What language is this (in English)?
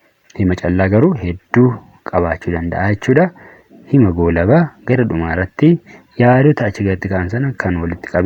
Oromo